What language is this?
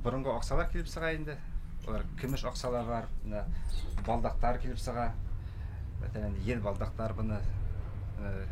Bashkir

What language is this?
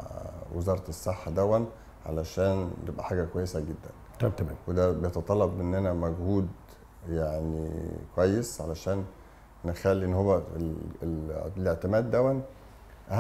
Egyptian Arabic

